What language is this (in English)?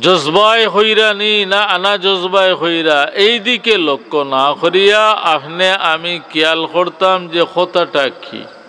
Sylheti